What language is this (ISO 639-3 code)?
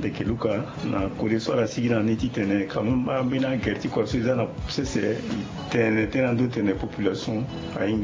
sag